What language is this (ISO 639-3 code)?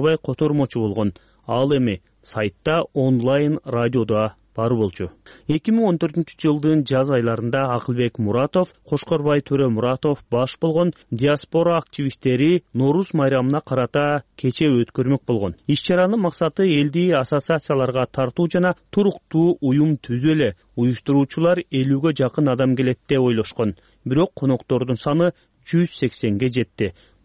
kir